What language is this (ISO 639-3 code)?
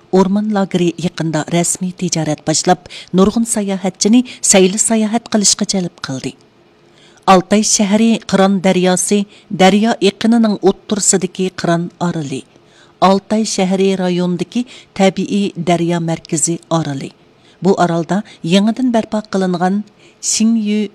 uig